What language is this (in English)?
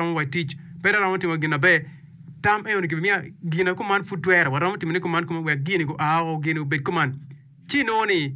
Acoli